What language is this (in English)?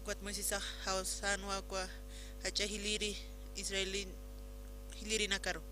Aymara